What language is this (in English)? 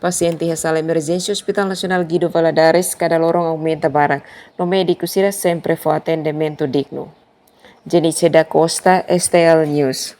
Tetum